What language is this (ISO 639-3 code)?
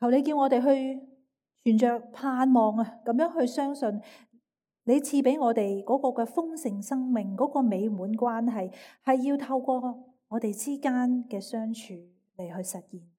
yue